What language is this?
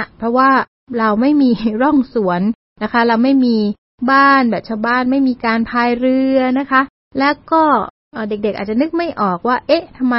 Thai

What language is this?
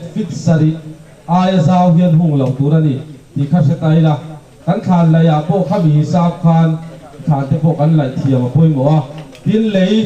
Mizo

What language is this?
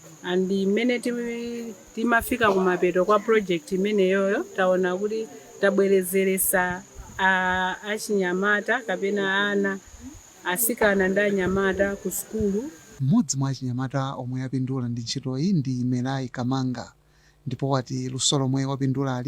Nyanja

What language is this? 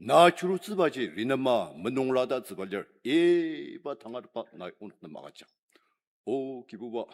Ao Naga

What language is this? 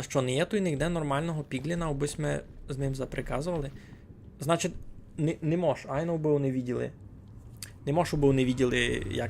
Rusyn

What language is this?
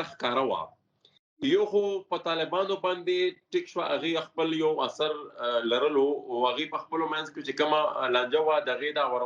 Pashto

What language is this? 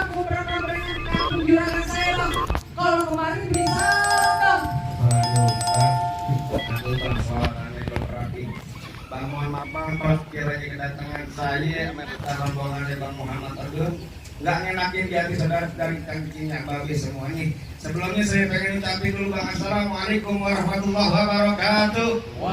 Betawi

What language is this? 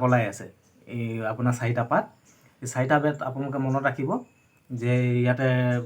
Assamese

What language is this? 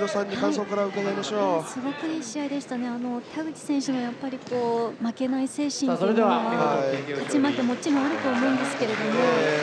Japanese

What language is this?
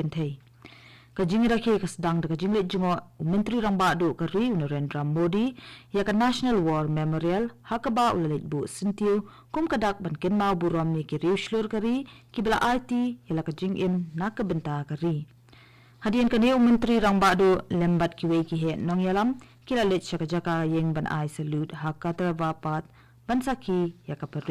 Khasi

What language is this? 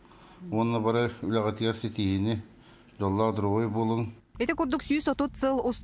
Yakut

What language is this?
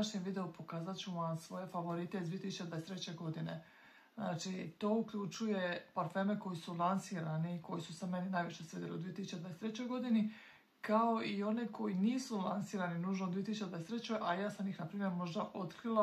Croatian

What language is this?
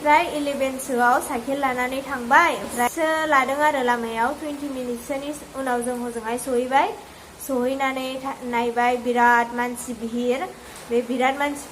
Bodo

